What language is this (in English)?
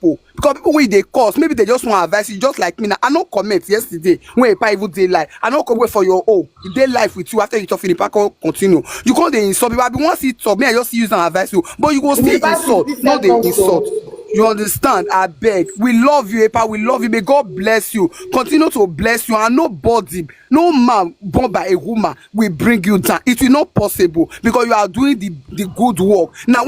Nigerian Pidgin